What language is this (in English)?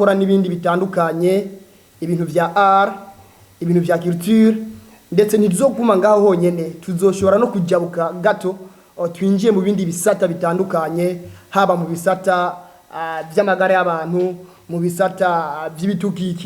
Rundi